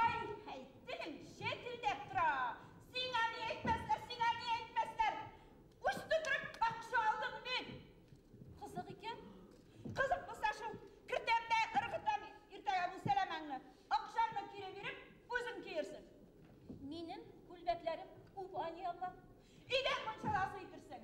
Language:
Bashkir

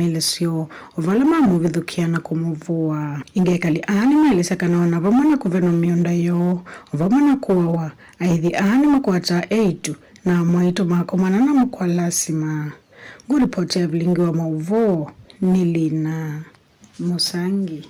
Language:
Kamba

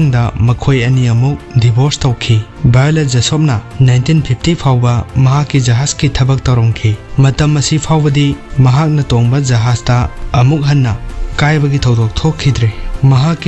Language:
Manipuri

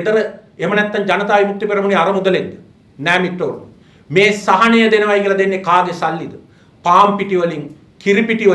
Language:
Sinhala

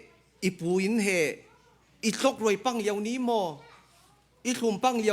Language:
Falam Chin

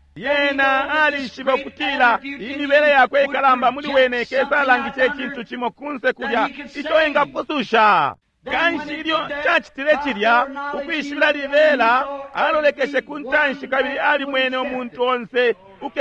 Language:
Bemba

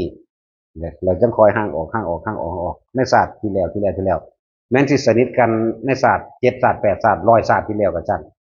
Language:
Northeastern Thai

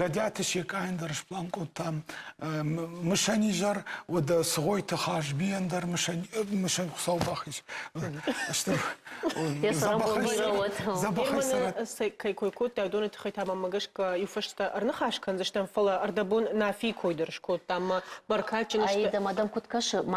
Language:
Ossetic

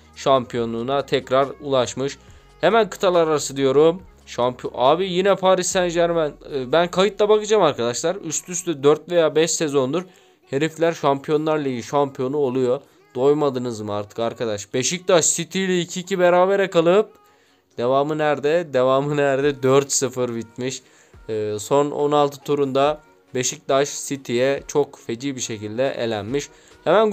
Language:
Turkish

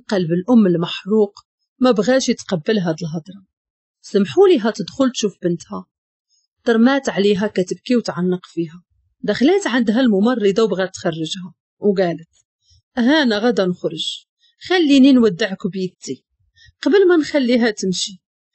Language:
Moroccan Arabic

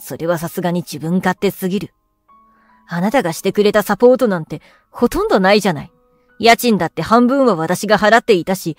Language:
Japanese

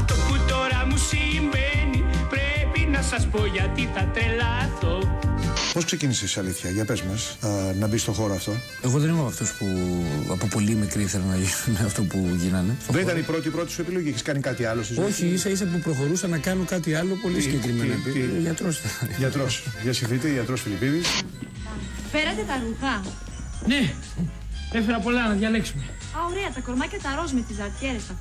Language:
Greek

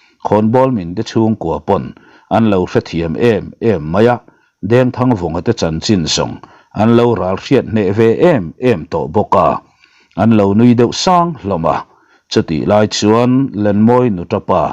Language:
Mizo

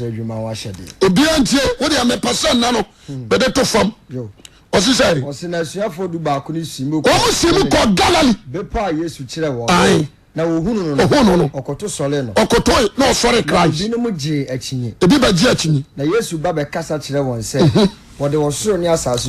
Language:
Akan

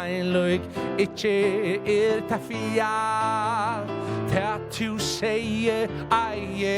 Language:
Faroese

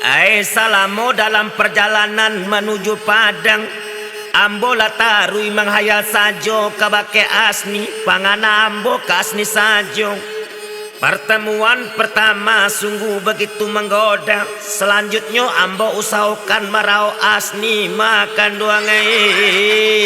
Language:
Minangkabau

